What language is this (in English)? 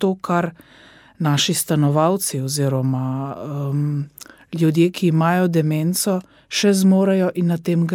Slovenian